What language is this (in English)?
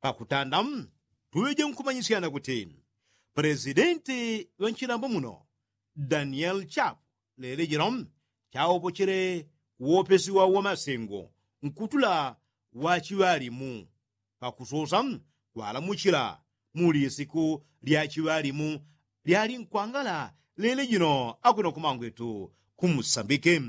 Yao